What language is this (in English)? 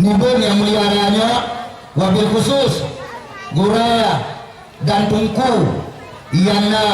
Achinese